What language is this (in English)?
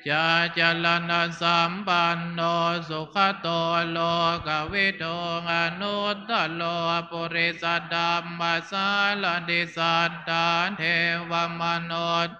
Pali